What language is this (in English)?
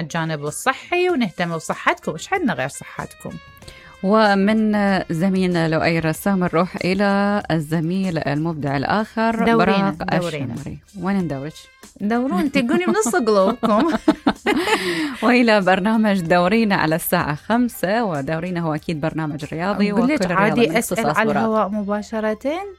Mesopotamian Arabic